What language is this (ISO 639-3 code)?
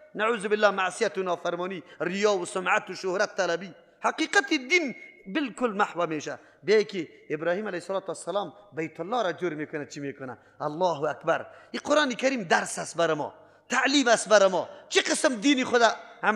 fas